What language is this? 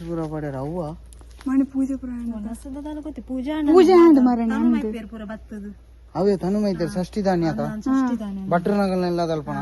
Tulu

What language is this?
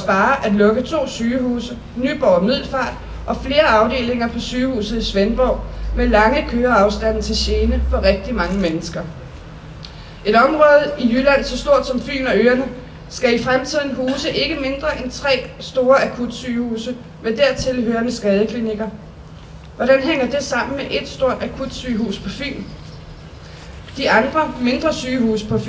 Danish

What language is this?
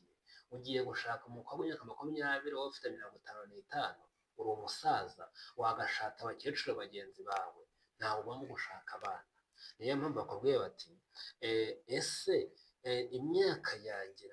Kinyarwanda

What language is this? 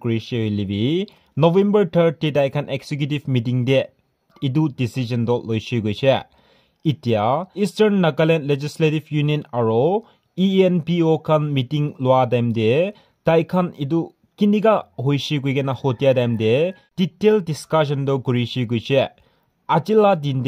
Naga Pidgin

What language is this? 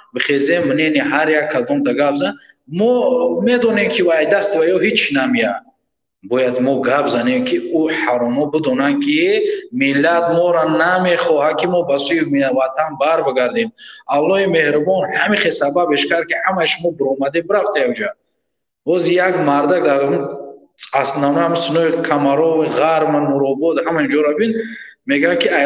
Tajik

